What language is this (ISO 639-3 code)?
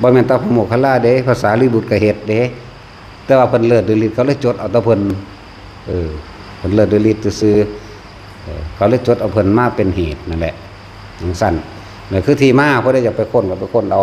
tts